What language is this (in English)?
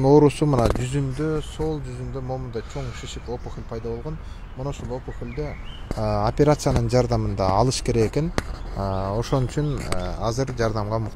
Kyrgyz